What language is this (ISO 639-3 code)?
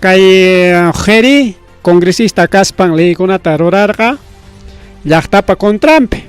quy